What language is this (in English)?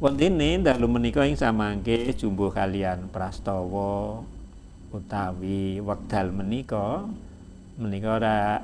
Javanese